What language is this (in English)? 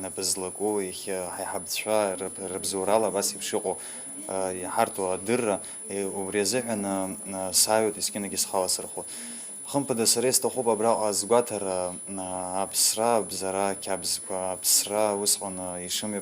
Abkhazian